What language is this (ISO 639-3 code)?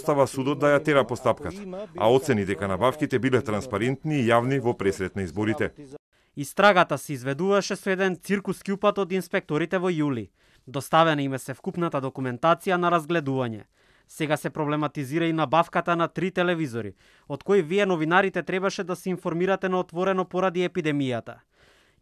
mkd